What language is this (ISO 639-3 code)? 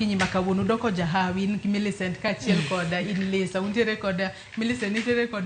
luo